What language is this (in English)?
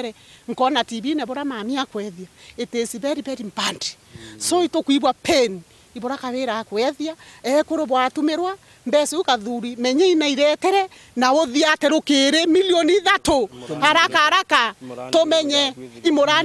Meru